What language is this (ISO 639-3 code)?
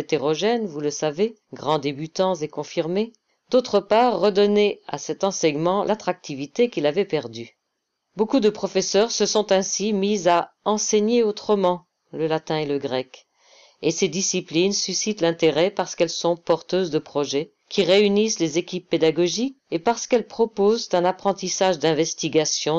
fra